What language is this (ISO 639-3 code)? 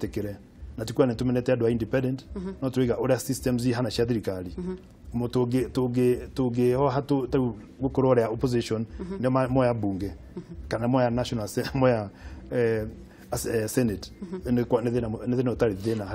kik